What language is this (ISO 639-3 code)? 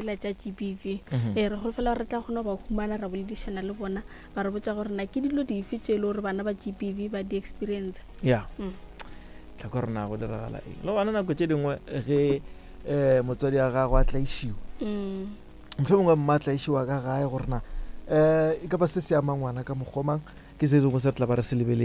nso